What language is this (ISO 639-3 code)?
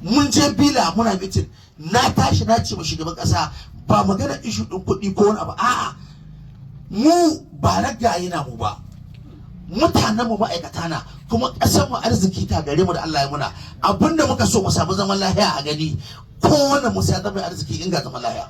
hau